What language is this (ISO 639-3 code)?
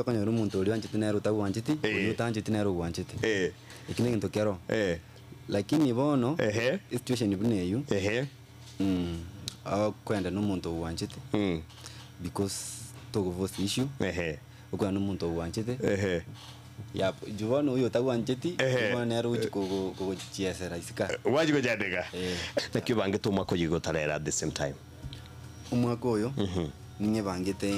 guz